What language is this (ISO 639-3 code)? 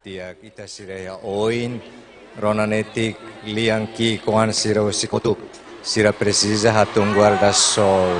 tet